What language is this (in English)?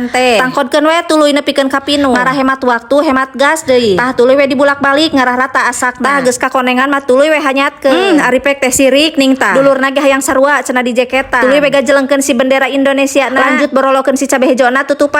Sundanese